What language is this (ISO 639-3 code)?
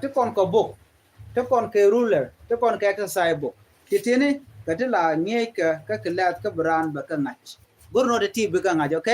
nus